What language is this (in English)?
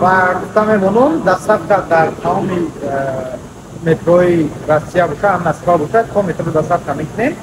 Tajik